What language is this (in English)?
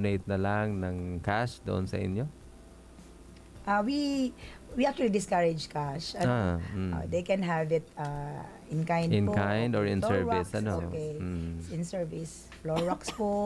Filipino